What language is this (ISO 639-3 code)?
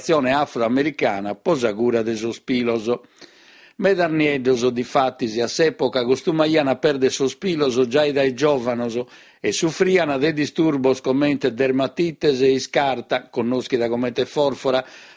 srd